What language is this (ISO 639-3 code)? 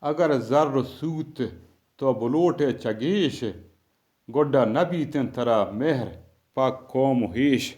bgp